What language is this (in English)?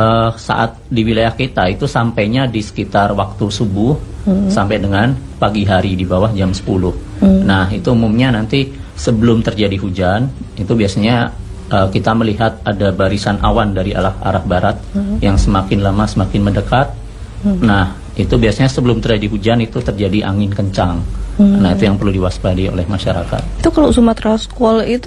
Indonesian